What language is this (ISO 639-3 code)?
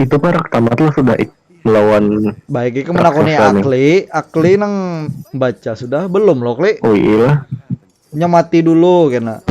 bjn